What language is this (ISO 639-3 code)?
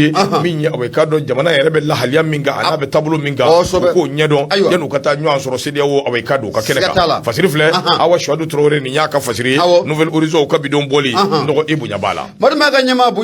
bam